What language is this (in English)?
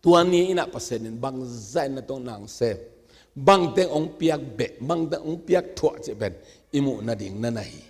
Tedim Chin